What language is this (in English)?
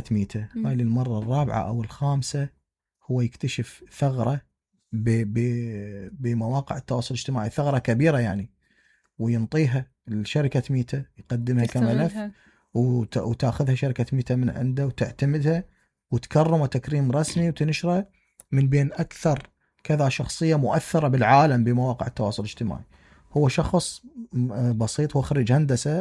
Mesopotamian Arabic